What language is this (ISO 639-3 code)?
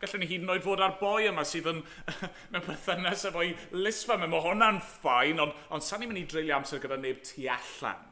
cym